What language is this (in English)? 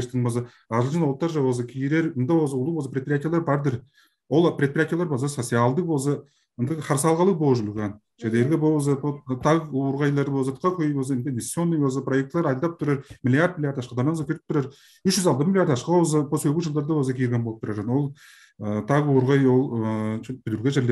Tuvinian